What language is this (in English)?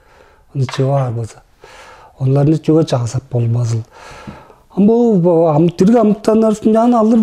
Tuvinian